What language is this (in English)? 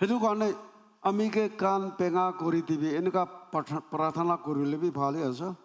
Naga Pidgin